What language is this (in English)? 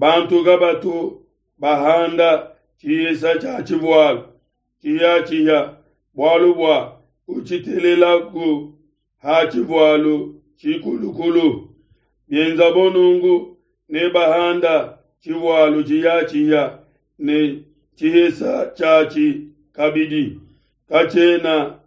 Luba-Lulua